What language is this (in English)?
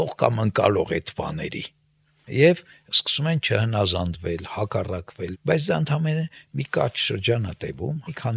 Armenian